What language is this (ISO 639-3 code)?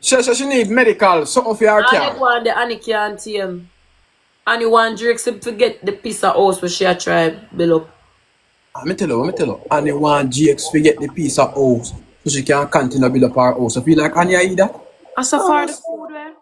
jam